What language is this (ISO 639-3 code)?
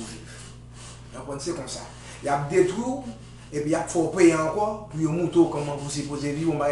hat